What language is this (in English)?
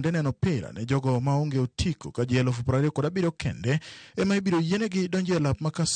Luo (Kenya and Tanzania)